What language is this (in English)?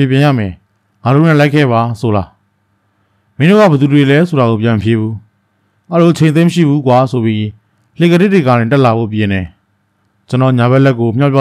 Burmese